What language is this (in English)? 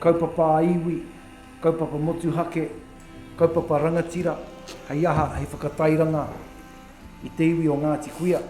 Māori